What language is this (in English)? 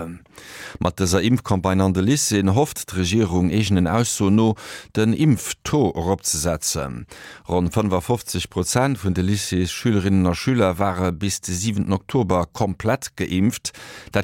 Luxembourgish